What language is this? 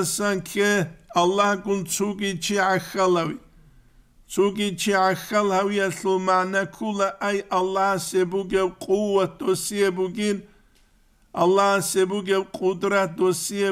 Avaric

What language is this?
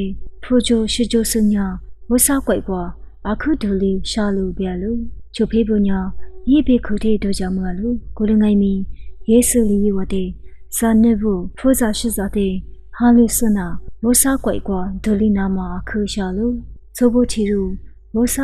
Lisu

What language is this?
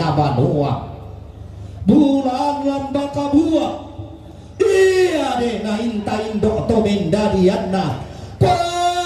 Toraja-Sa'dan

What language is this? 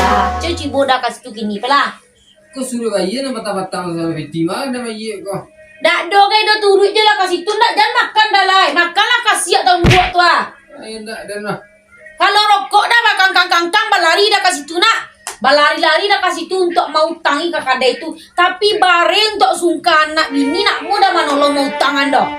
Minangkabau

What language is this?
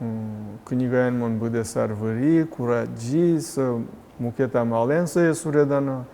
Udmurt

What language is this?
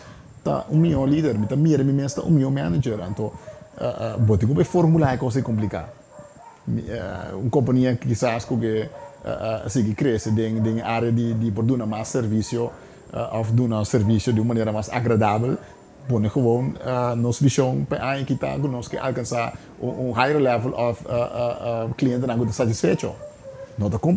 Papiamento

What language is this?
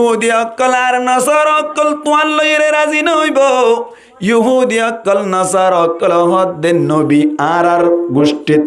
Rohingya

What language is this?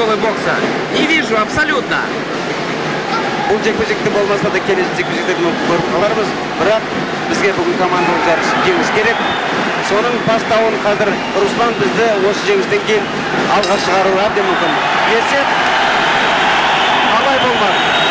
Kazakh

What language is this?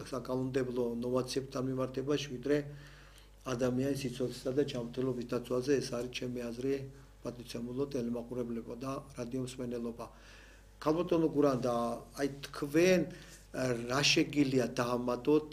Georgian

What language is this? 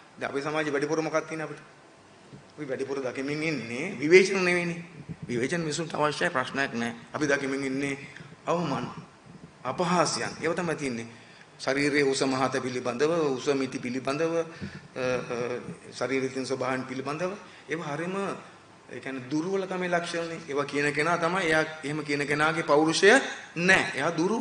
Sinhala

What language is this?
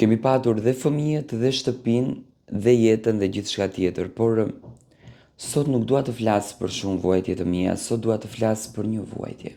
Albanian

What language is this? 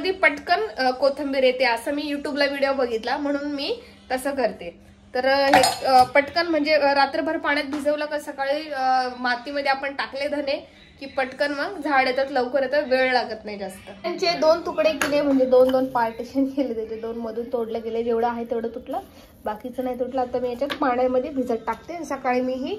Marathi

